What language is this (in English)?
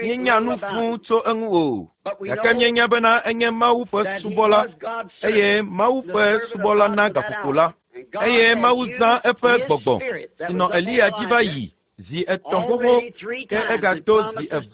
Ewe